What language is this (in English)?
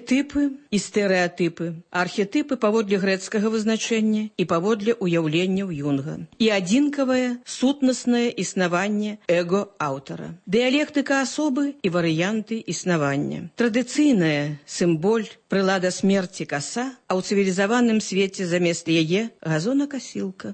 Belarusian